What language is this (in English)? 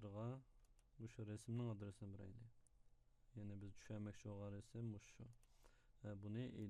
Uyghur